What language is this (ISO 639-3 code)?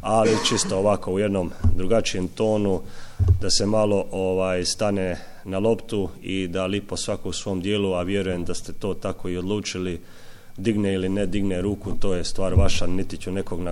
hrv